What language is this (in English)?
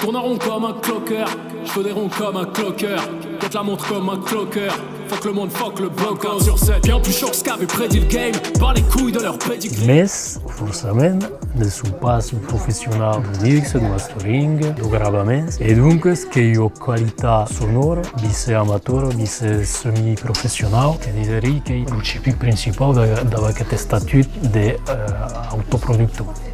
Occitan